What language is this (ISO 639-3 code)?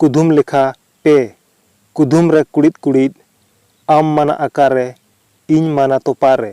sat